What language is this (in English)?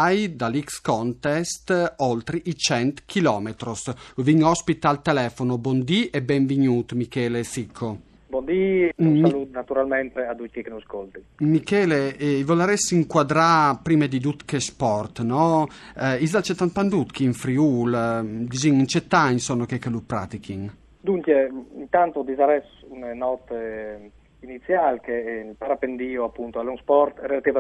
Friulian